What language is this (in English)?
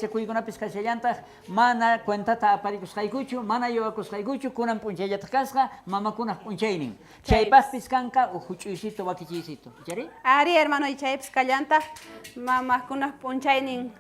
South Bolivian Quechua